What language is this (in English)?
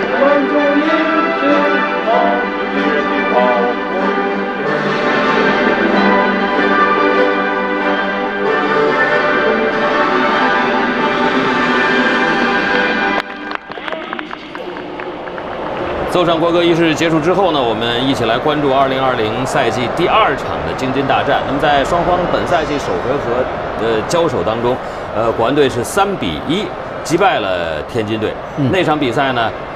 Chinese